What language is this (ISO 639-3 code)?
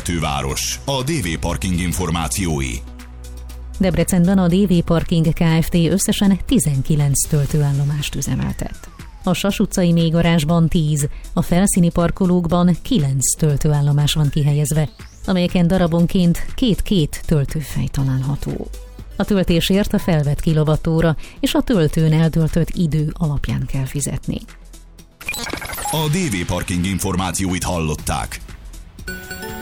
hun